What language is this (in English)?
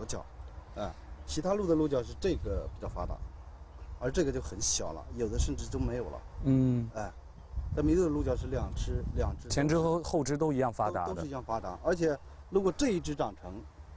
Chinese